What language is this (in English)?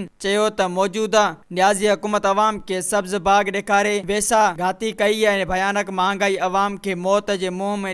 Sindhi